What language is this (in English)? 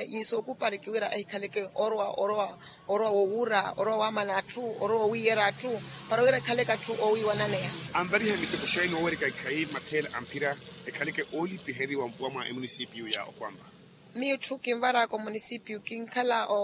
Makhuwa